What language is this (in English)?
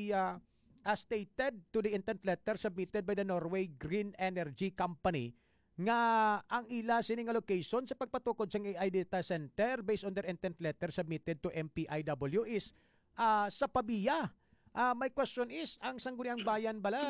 Hiligaynon